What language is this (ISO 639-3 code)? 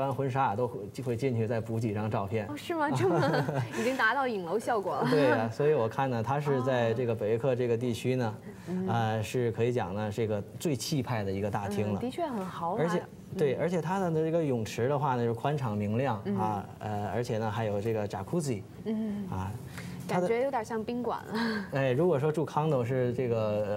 zho